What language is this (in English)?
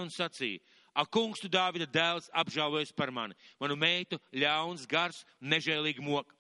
Latvian